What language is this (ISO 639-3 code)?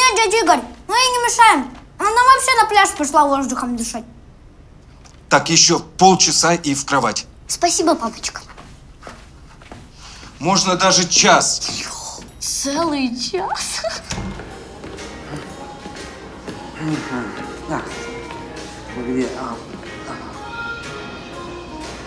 rus